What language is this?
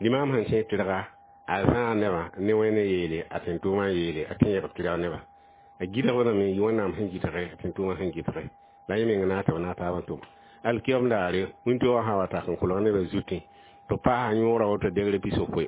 Mossi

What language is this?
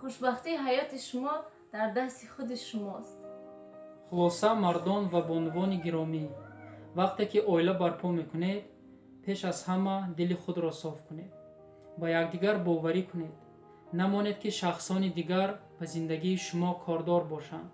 Tajik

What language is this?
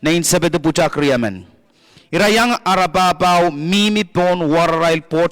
Pohnpeian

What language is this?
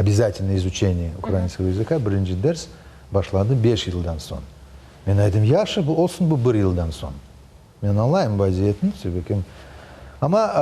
Crimean Tatar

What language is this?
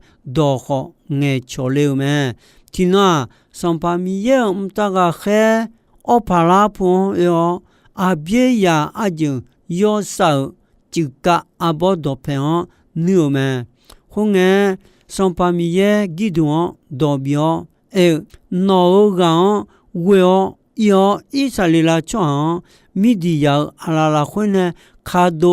Akha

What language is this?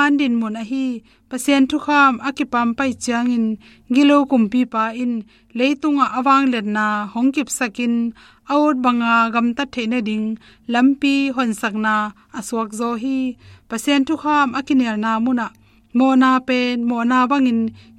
Tedim Chin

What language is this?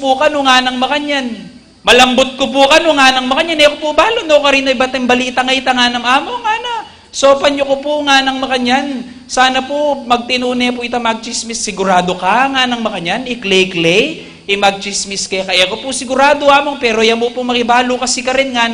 Pampanga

